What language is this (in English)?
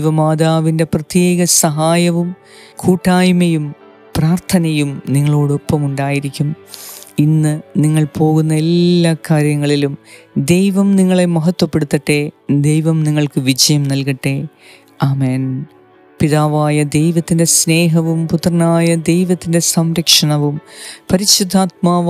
Malayalam